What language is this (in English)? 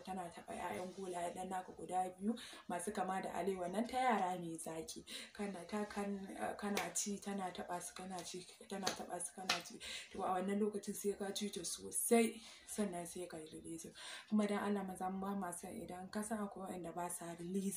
Hausa